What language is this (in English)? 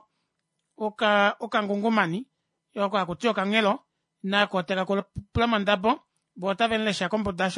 Kuanyama